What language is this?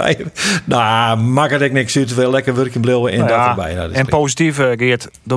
Western Frisian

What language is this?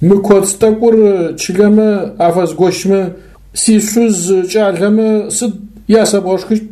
Adyghe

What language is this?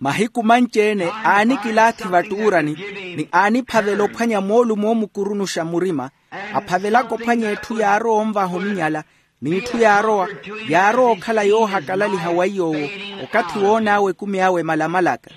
Makhuwa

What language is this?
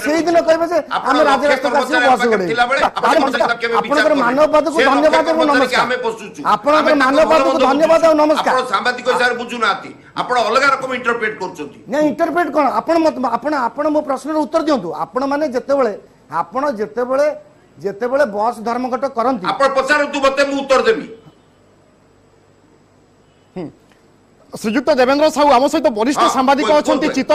Odia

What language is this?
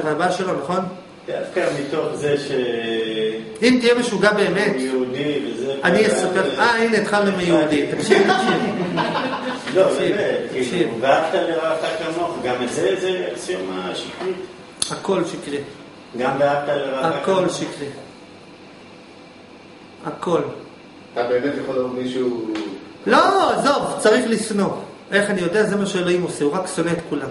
Hebrew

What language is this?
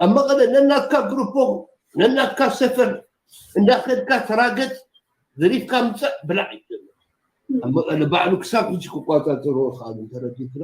Tigrinya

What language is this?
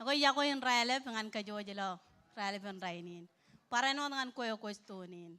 Marshallese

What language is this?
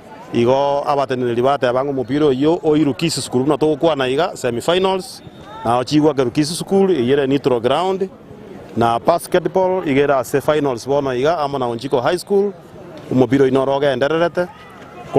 Gusii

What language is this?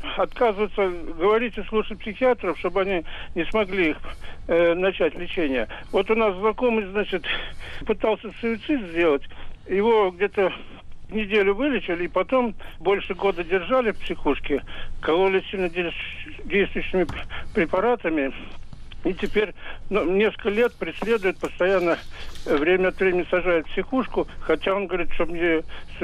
Russian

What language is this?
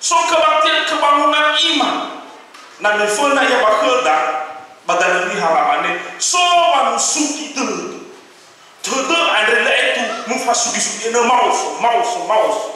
Nias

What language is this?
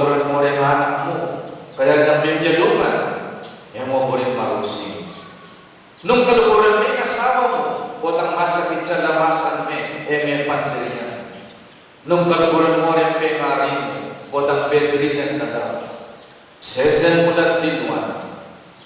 Pampanga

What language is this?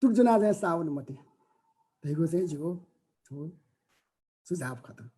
Newari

